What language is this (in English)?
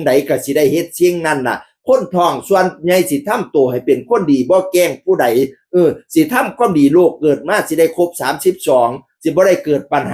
Northeastern Thai